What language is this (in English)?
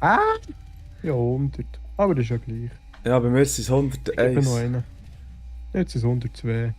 Swiss German